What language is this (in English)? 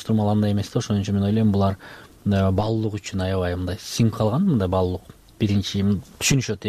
Kyrgyz